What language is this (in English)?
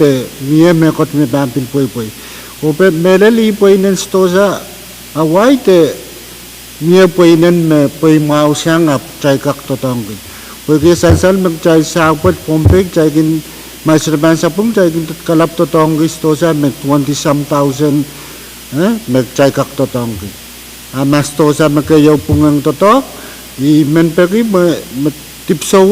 Pohnpeian